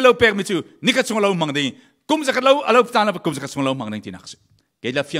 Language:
Falam Chin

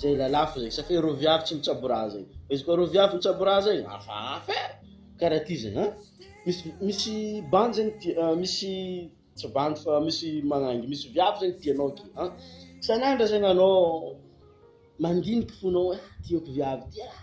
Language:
Malagasy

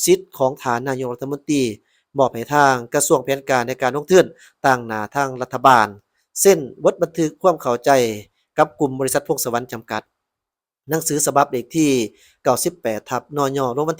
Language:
Lao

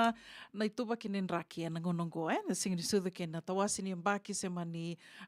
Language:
Fijian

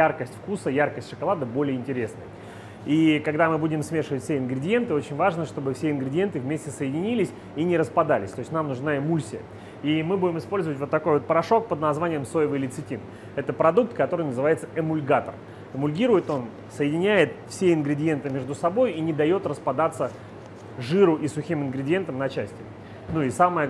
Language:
Russian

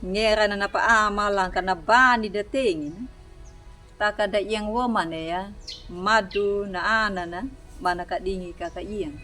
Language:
Anakalangu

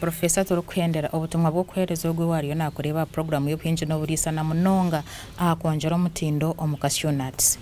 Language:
Nyankole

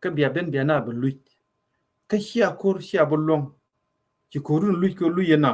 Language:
Nuer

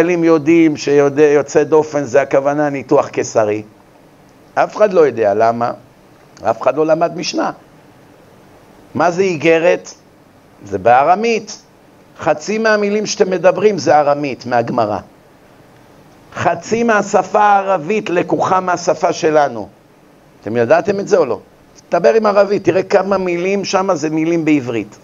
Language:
Hebrew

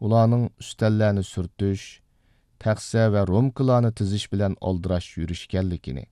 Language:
Uyghur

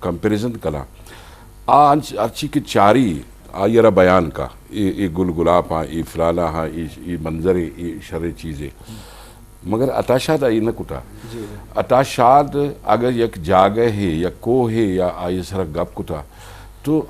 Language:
Eastern Balochi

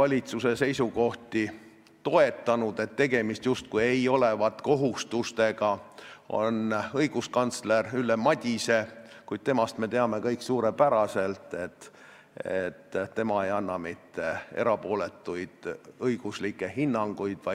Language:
Estonian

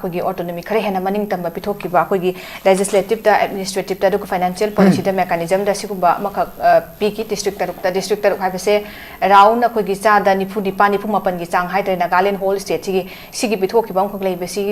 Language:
Manipuri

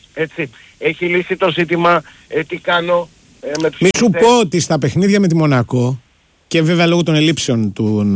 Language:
Greek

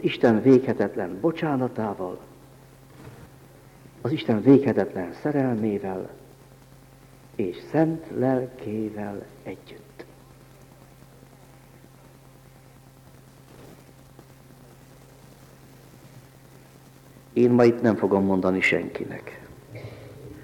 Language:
Hungarian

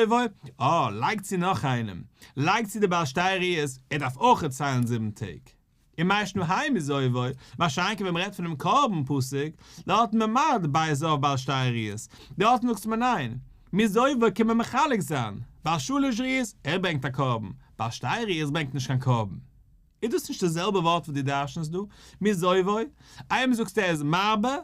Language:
Yiddish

